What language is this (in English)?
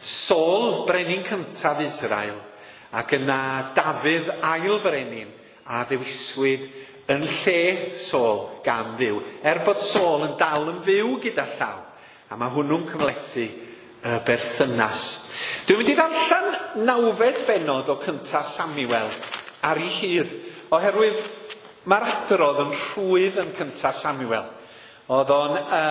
Welsh